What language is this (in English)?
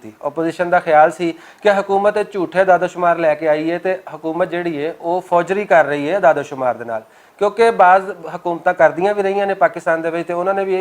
Western Panjabi